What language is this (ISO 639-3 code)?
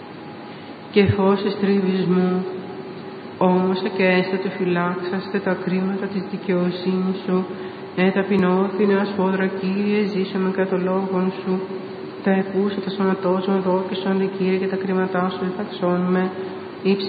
ell